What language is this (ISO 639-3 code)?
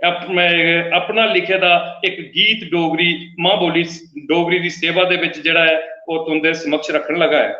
doi